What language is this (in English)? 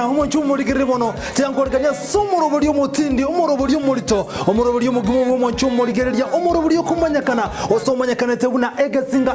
Gusii